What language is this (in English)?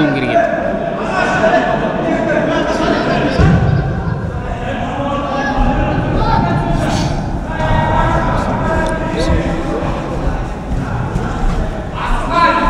Kazakh